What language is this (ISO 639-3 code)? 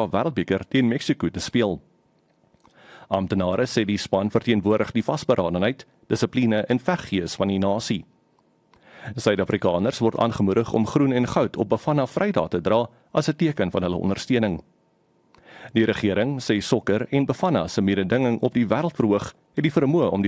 afr